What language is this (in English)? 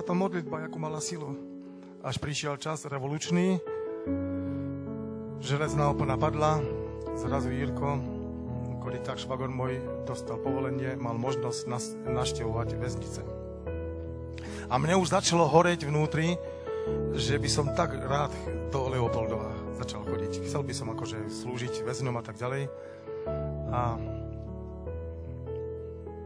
Slovak